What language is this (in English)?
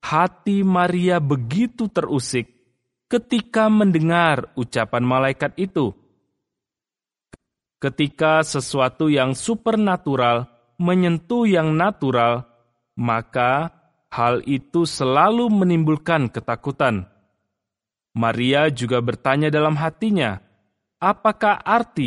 Indonesian